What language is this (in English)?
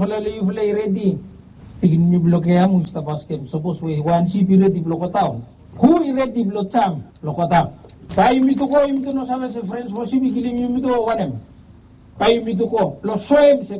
Bislama